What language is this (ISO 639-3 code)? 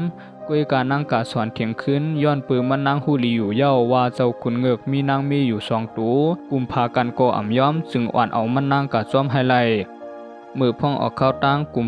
shn